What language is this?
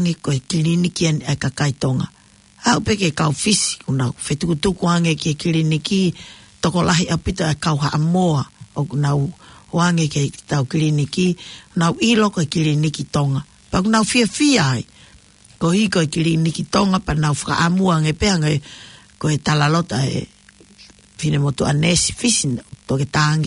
Tongan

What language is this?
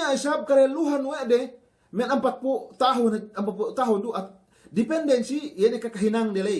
Yakan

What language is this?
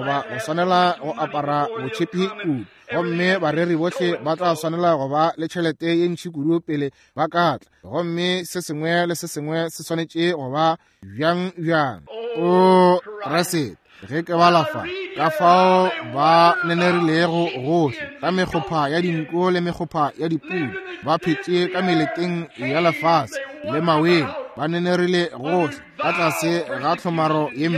Northern Sotho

